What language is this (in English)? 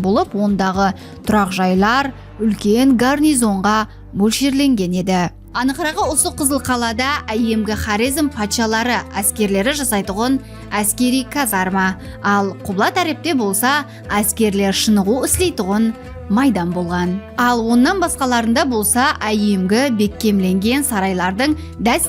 Kara-Kalpak